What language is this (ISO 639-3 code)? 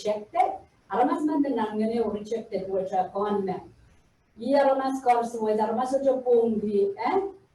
pon